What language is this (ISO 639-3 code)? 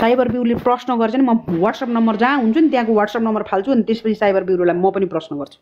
nep